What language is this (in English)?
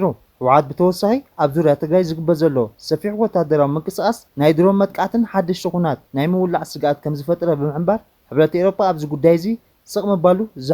Tigrinya